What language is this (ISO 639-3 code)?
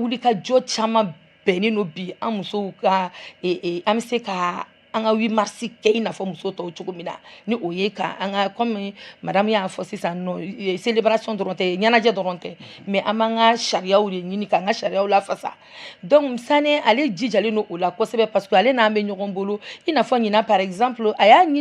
bam